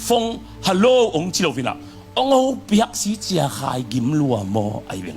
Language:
Tedim Chin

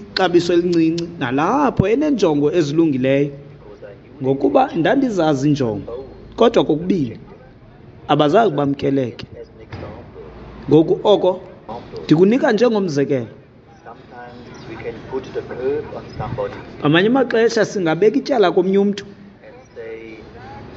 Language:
Xhosa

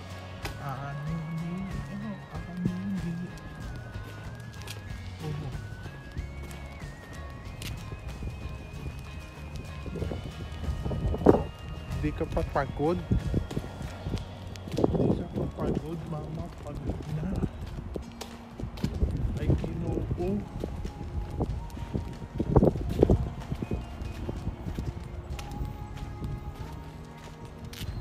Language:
Filipino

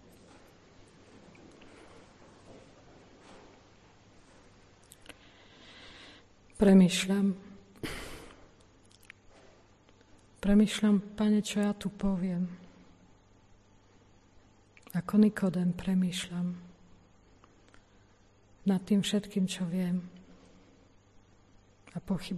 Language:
Slovak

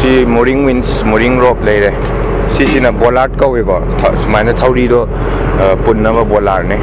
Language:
Manipuri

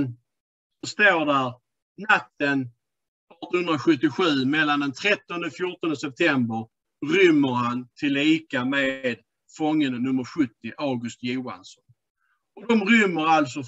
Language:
Swedish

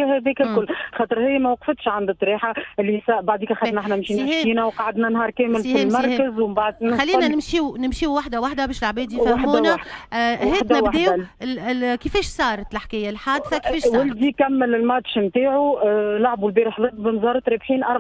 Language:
Tunisian Arabic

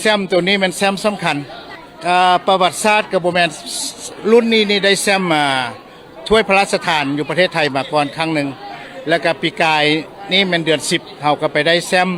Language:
Lao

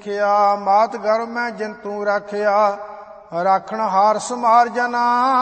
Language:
Punjabi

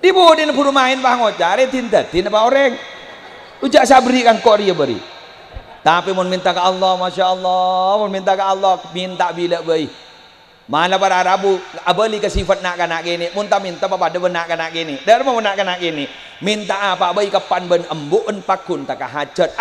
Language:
Madurese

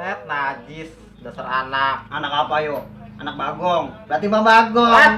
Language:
Betawi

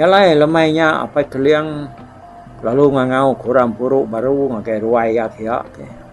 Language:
Iban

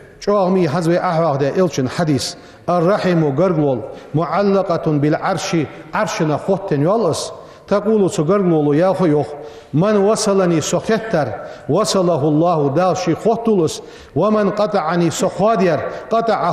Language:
Ingush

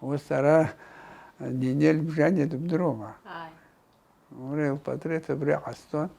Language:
Abkhazian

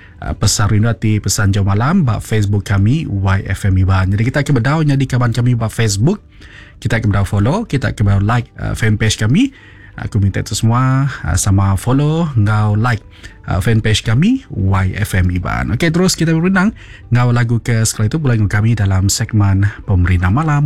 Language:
Iban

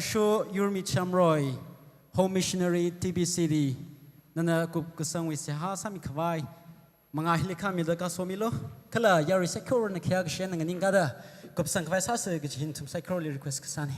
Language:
Tangkhul Naga (India)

